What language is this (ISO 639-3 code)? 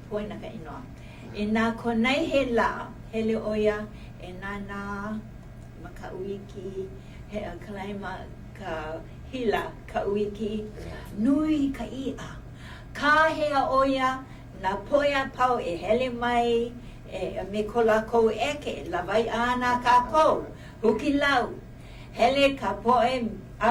haw